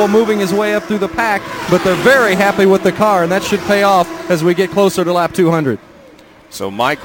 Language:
English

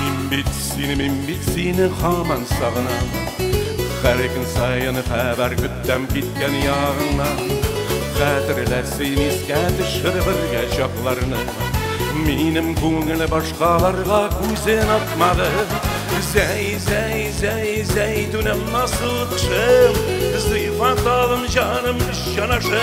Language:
Tatar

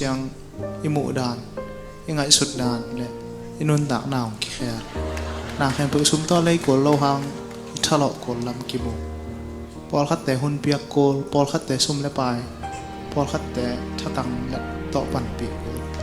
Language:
Tedim Chin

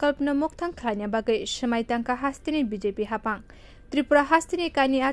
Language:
Kok Borok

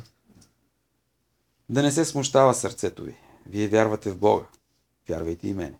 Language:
Bulgarian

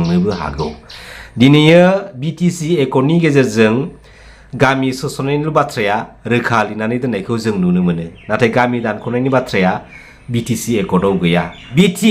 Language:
Bodo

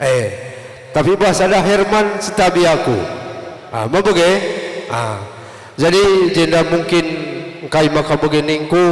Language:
Batak Karo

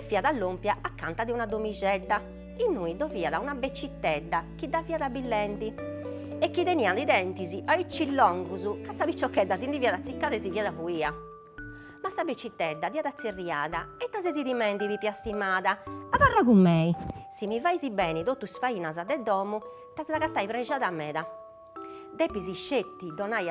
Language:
Sardinian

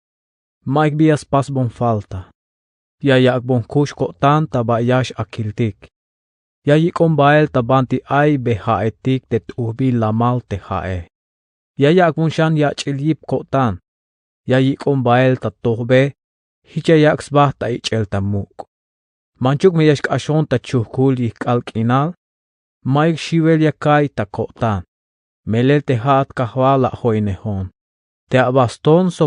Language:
Tzeltal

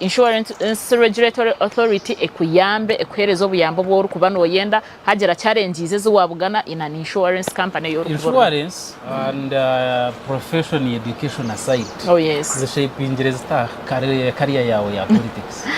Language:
Nyankole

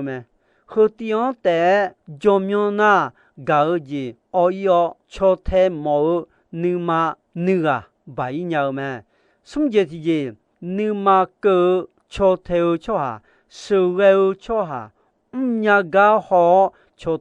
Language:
Akha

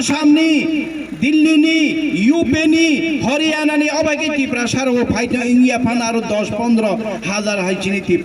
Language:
Kok Borok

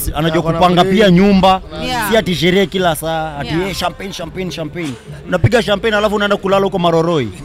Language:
Swahili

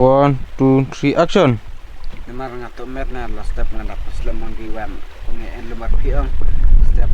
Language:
Khasi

